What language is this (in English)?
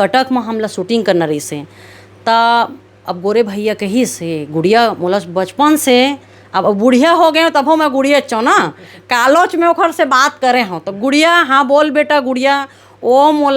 Chhattisgarhi